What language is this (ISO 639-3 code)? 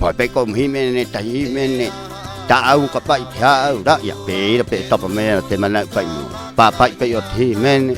rap